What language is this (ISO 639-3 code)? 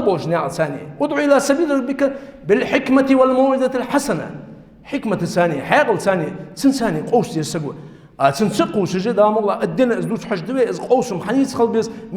inh